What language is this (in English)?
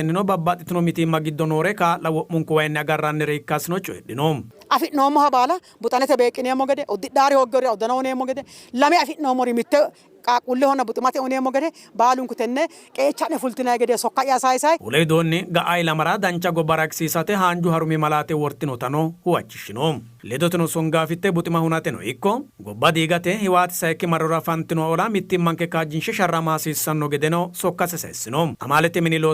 Sidamo